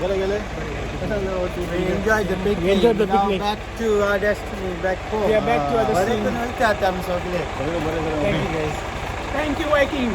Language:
Konkani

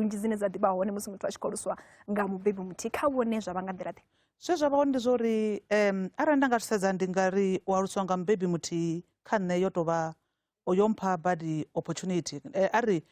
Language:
Venda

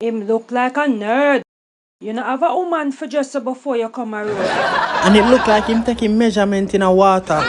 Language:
Jamaican Creole English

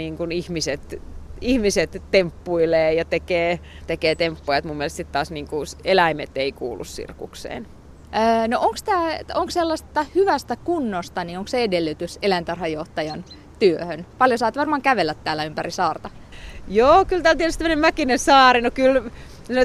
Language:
Finnish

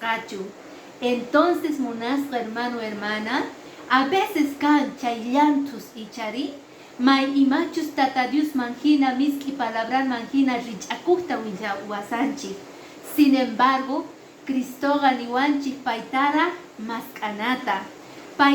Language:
Quechua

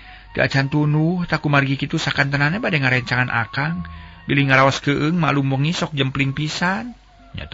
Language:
Sundanese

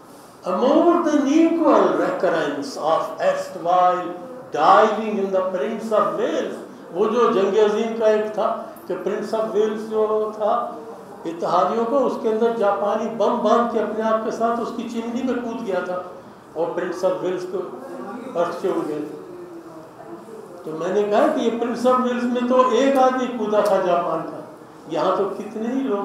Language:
Urdu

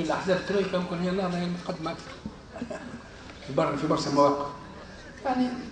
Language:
Tunisian Arabic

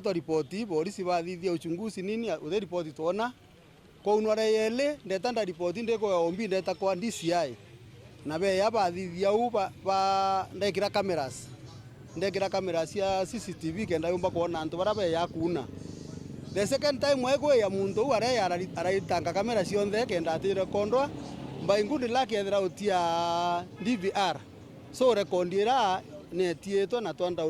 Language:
Meru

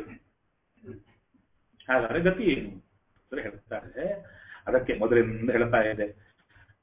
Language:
Kannada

